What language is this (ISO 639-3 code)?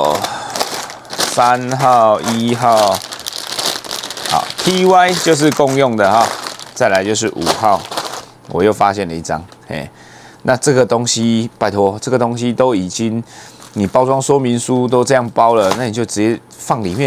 zho